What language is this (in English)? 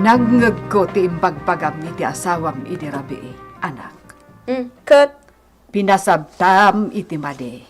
Iloko